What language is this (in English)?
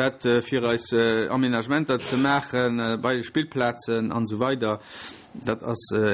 Luxembourgish